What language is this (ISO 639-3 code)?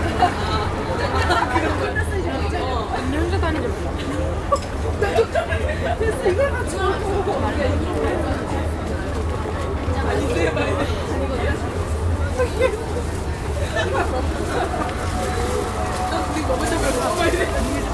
kor